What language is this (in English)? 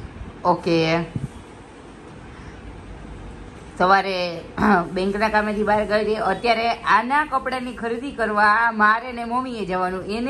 Gujarati